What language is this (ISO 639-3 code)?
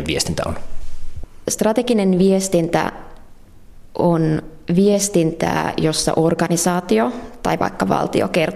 fin